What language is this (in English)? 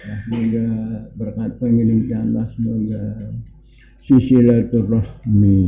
Sasak